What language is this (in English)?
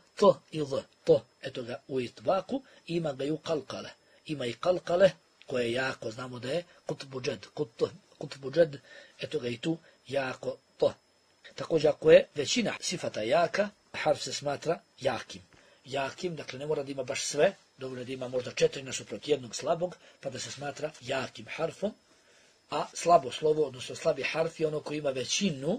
Bosnian